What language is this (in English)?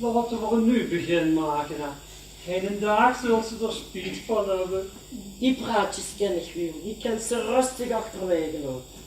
Limburgish